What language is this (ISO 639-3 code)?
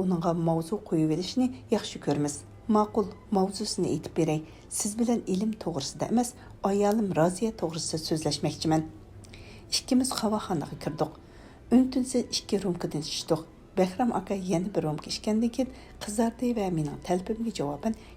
uig